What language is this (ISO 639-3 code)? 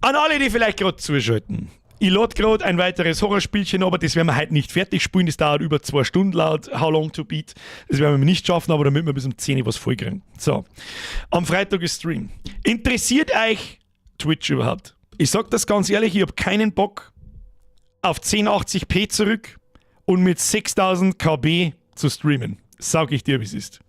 bar